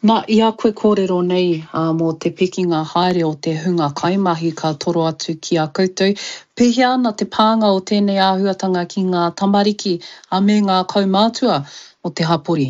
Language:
Māori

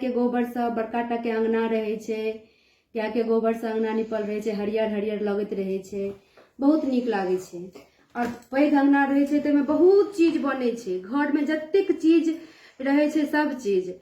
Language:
Maithili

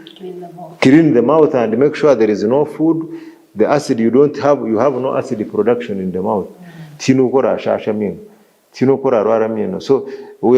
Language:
Nyankole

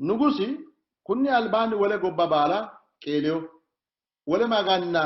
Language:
Sidamo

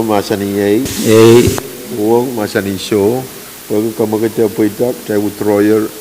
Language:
Pohnpeian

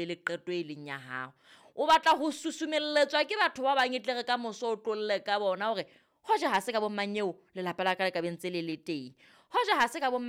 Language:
Southern Sotho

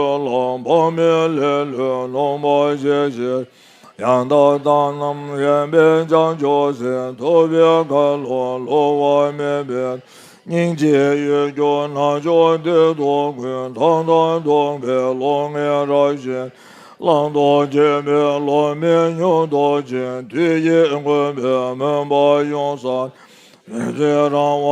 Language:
Tibetan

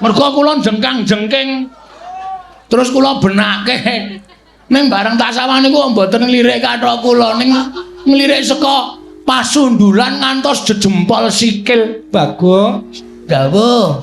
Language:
Javanese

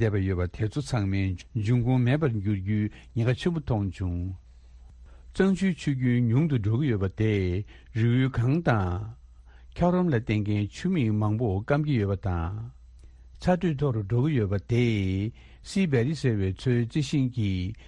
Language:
Tibetan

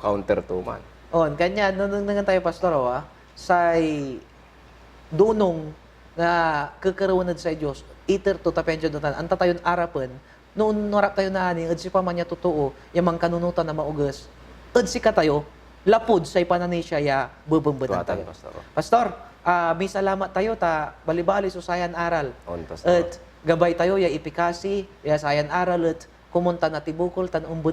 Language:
Pangasinan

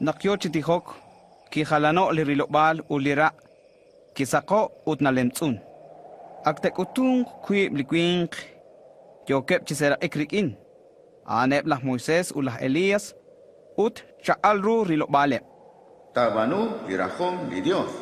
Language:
Kekchí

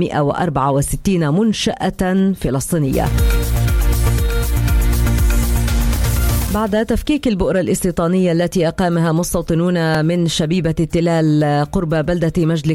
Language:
Arabic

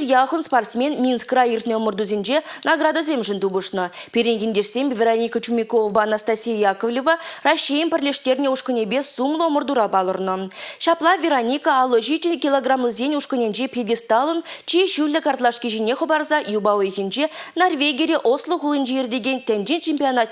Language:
Chuvash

